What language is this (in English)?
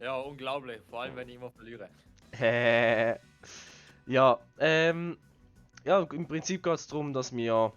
Swiss German